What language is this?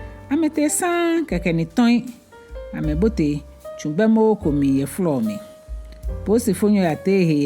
Ga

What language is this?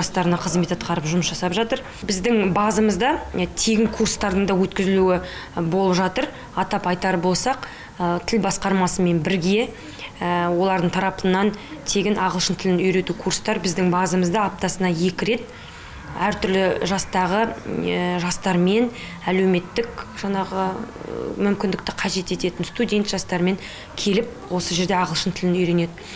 Kazakh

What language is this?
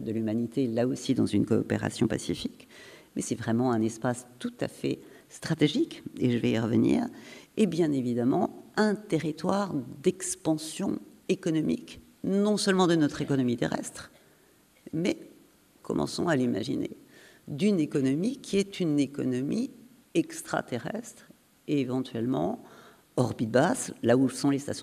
French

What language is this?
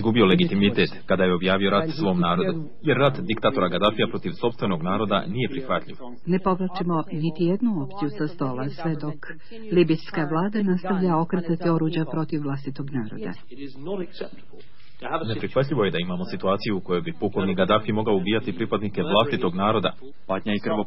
Bosnian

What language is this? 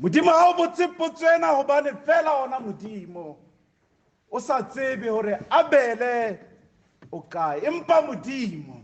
Southern Sotho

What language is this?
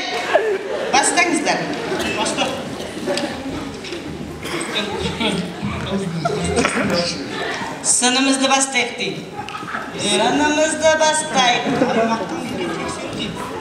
Kazakh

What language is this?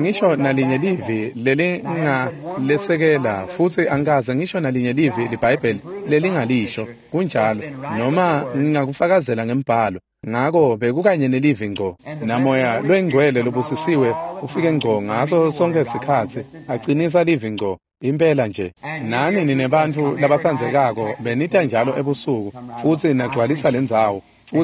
Swati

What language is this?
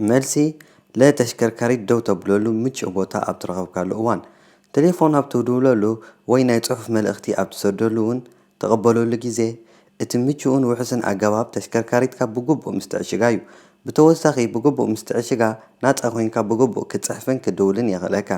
Tigrinya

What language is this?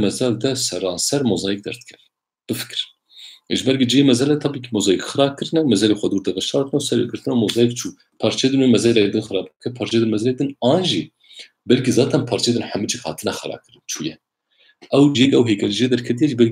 Kurdish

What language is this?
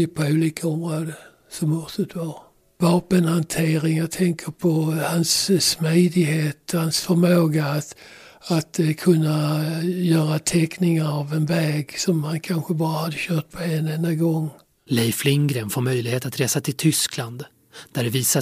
Swedish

